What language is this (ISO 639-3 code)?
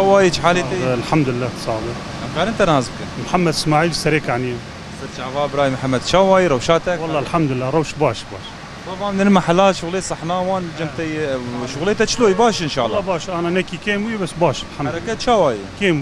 kur